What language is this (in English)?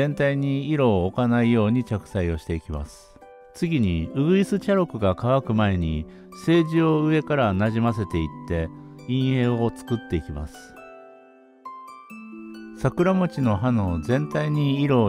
Japanese